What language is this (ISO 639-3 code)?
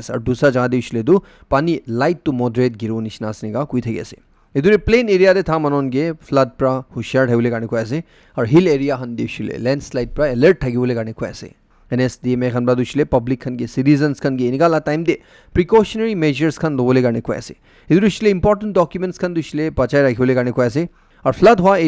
nag